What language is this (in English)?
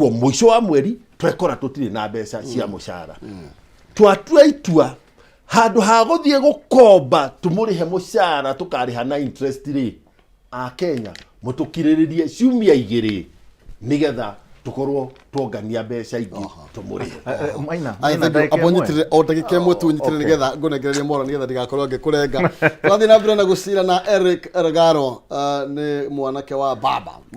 Kikuyu